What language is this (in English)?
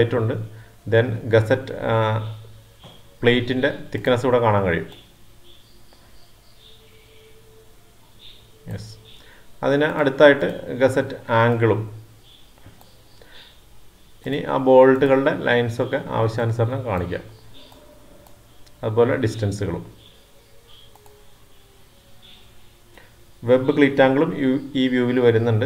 Malayalam